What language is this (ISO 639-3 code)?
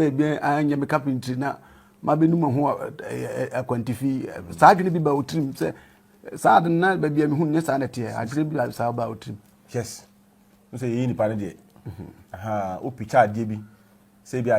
aka